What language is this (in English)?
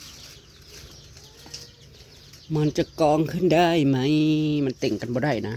Northeastern Thai